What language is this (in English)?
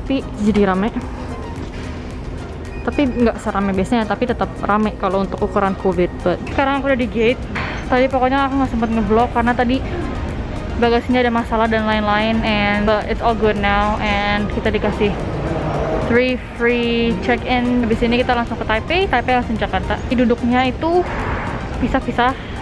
Indonesian